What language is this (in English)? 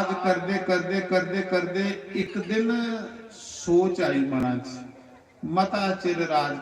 Dogri